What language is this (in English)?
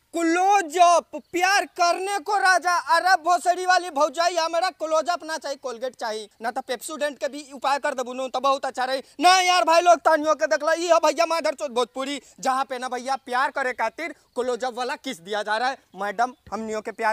Bhojpuri